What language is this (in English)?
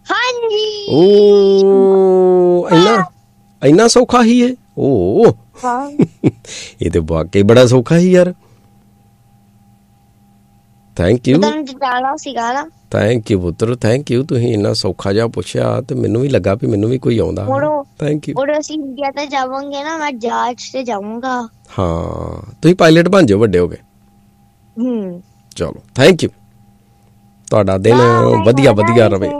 Punjabi